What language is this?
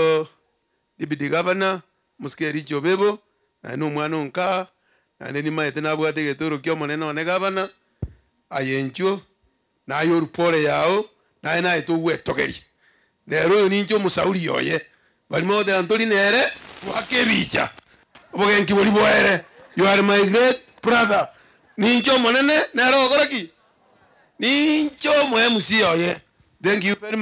Gusii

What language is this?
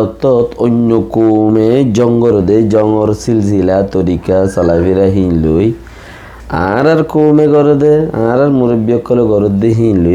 Rohingya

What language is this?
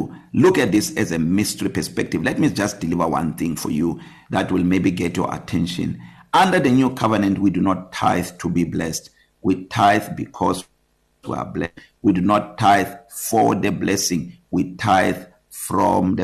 English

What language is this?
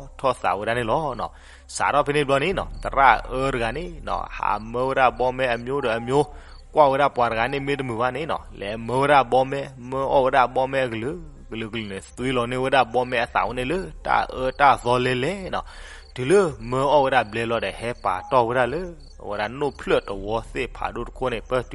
S'gaw Karen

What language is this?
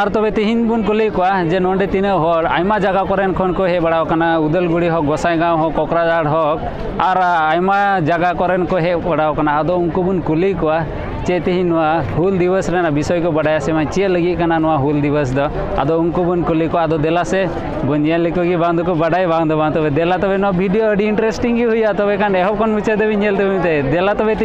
Santali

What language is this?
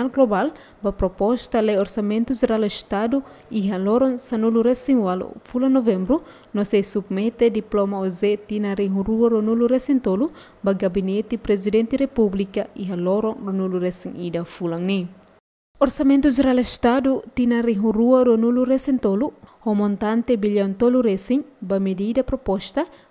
Tetum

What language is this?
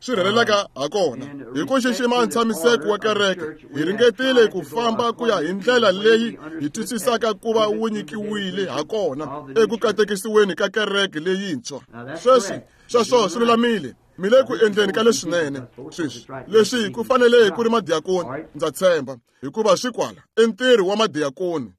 Tsonga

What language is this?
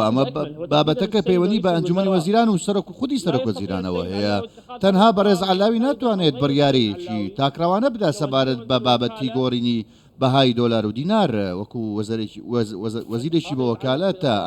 Central Kurdish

